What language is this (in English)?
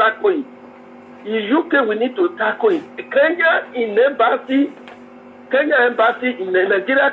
Nigerian Pidgin